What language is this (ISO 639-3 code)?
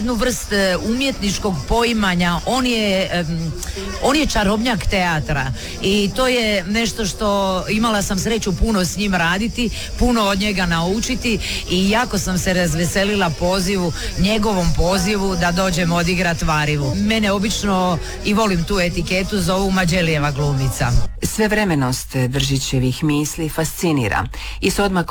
hrv